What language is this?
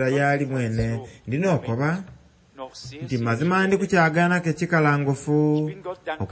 Soga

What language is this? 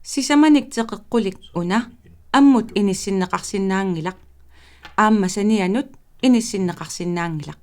Kalaallisut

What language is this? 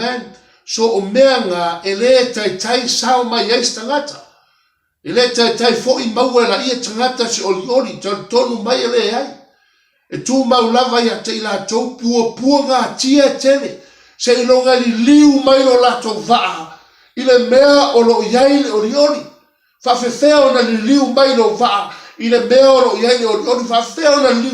Samoan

